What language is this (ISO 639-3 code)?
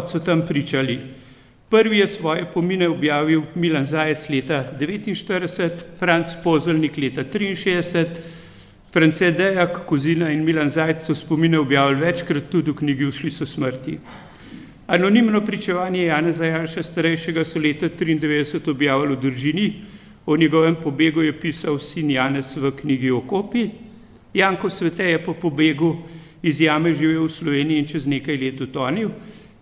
slv